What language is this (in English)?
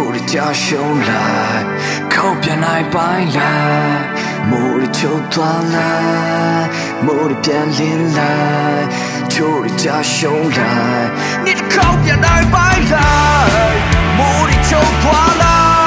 Burmese